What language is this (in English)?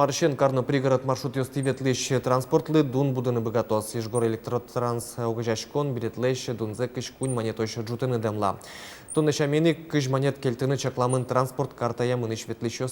Udmurt